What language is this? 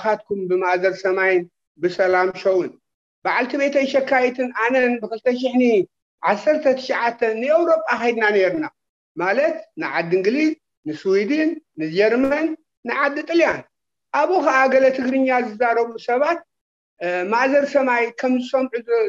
Tigrinya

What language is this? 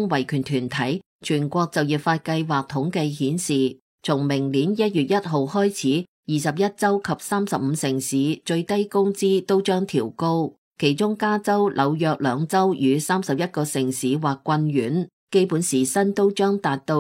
Cantonese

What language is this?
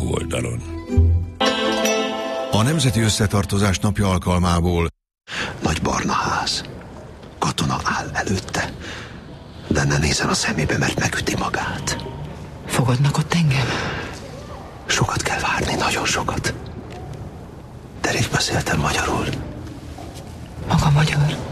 Hungarian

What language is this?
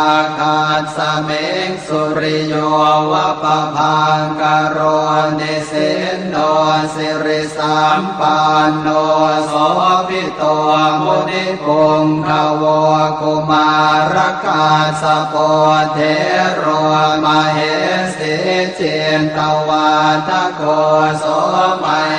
Pali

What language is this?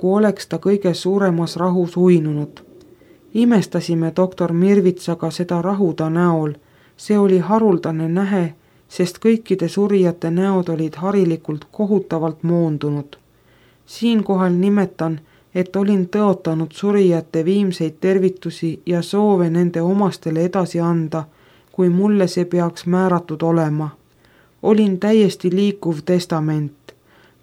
Estonian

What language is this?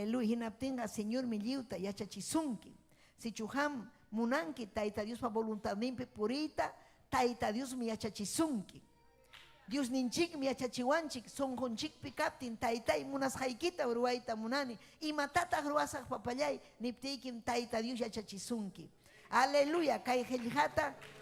Ayacucho Quechua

